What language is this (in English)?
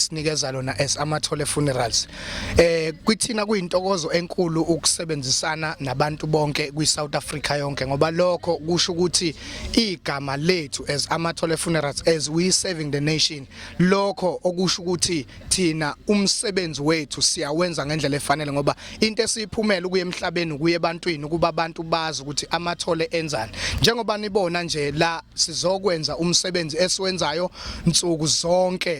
Zulu